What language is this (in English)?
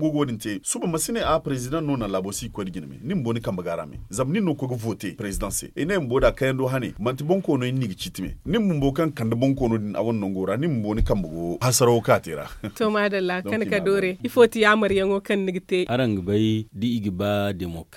Zarma